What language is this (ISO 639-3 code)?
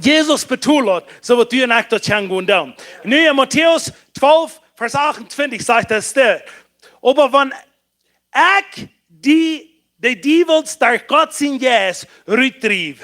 pdt